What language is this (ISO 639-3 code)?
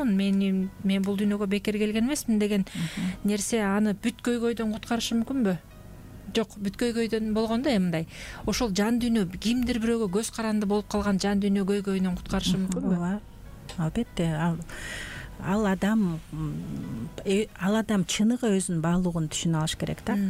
kir